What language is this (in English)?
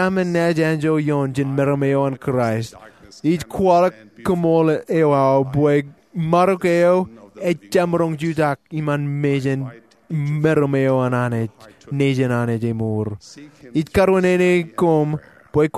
Marshallese